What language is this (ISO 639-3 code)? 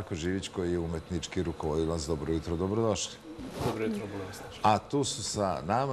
srp